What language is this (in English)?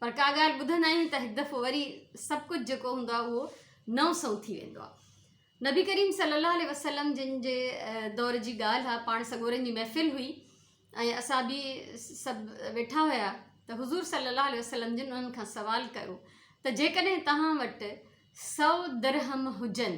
Sindhi